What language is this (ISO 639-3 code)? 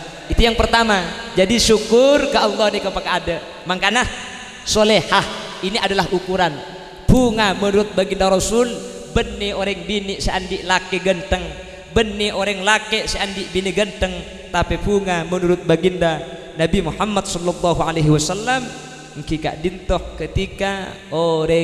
mad